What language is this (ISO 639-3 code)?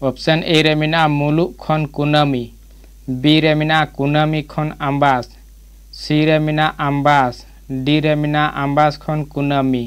sat